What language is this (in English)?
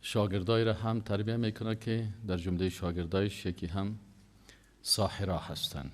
Persian